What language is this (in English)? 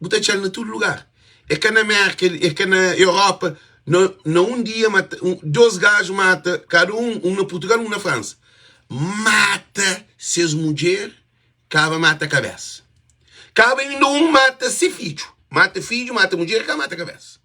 Kabuverdianu